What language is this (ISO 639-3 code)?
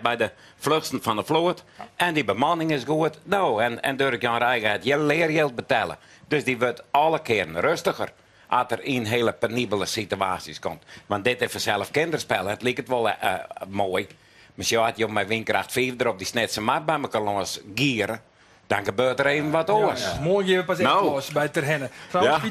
fry